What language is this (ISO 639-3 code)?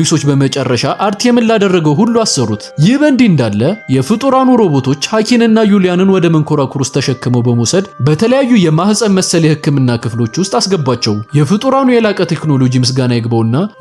amh